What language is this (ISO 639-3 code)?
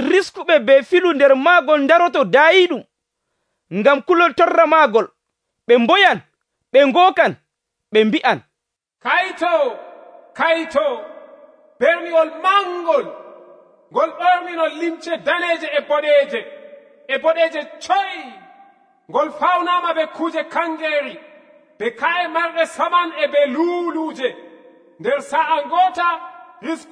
fuv